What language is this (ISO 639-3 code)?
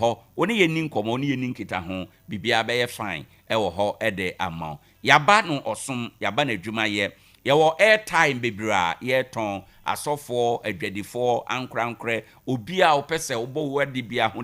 aka